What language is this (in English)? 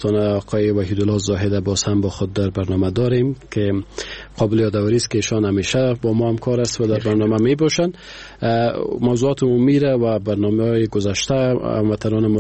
Persian